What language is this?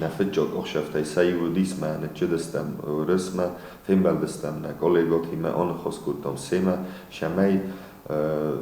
Ossetic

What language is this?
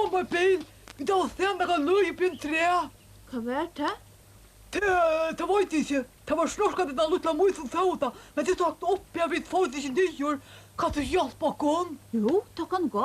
Faroese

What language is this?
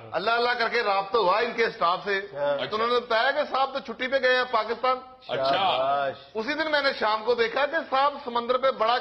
Urdu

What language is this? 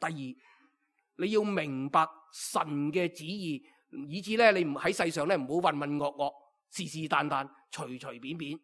Cantonese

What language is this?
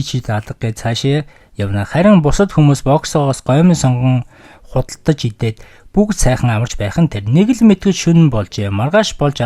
Mongolian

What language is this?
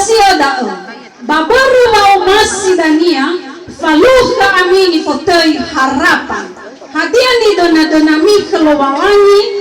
Nias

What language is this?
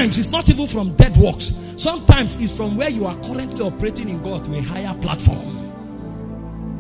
English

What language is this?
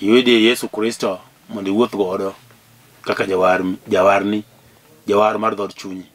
Luo (Kenya and Tanzania)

